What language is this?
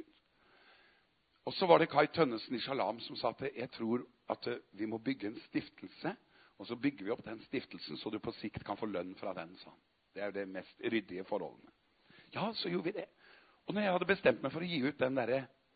Norwegian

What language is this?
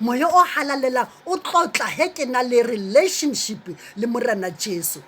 Southern Sotho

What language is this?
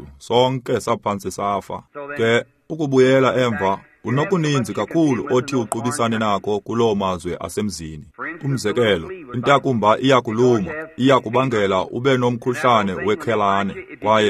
Xhosa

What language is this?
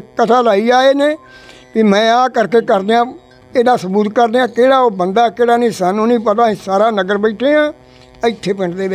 Punjabi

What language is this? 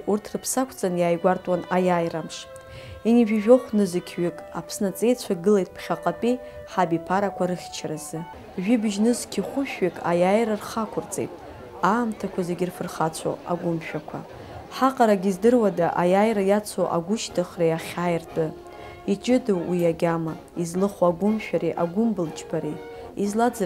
Abkhazian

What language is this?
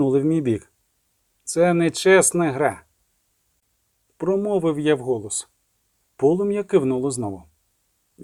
Ukrainian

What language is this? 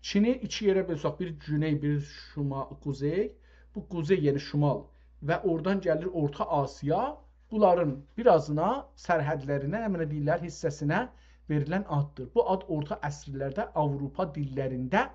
South Azerbaijani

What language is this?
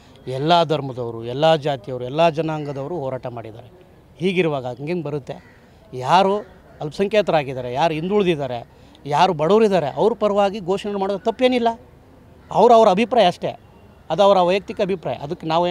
Kannada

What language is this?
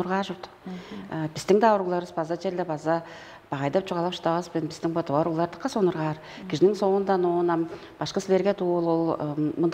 Tuvinian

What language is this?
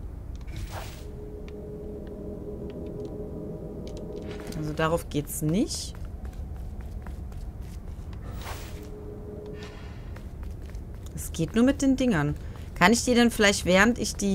German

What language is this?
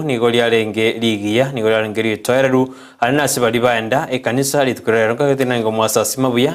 Gusii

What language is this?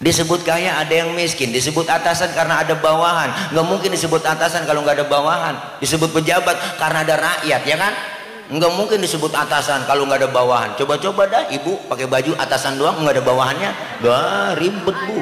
Betawi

